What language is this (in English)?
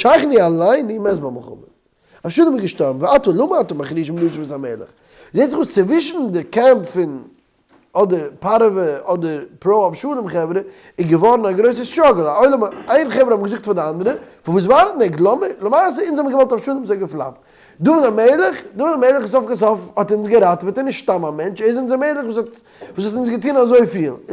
Yiddish